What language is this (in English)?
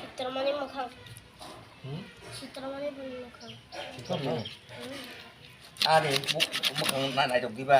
Kok Borok